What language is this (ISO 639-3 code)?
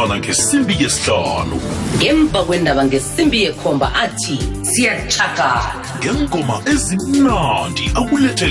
nbl